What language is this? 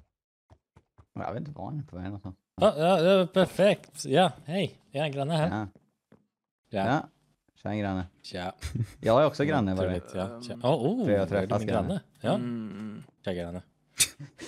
Swedish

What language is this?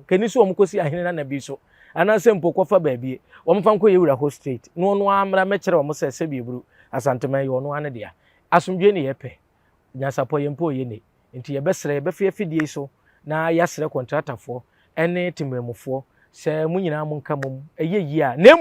Akan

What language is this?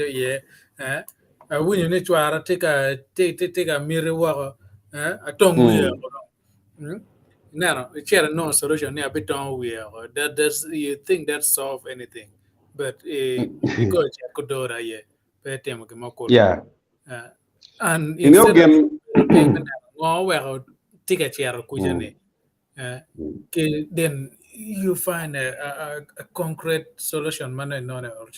Acoli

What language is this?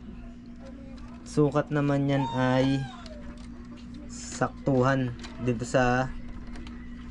Filipino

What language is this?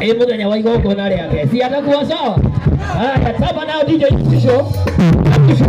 Kikuyu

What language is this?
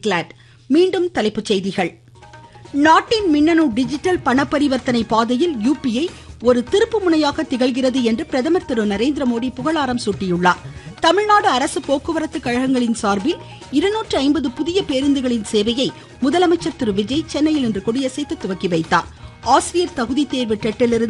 Tamil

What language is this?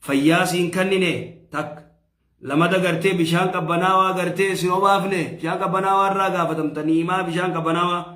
Oromo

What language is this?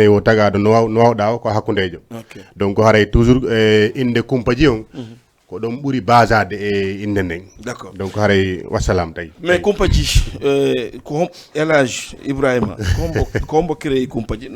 Fula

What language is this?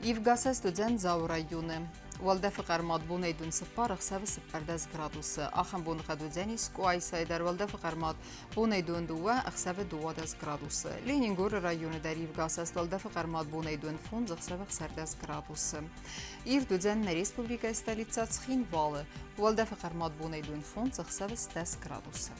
Ossetic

